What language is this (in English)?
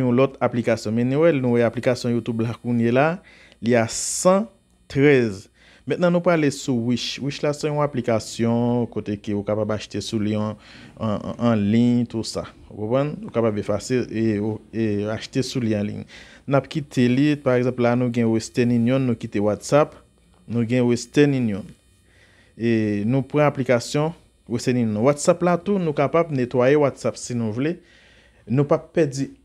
Haitian Creole